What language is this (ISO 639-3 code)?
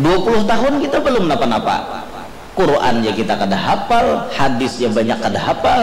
bjn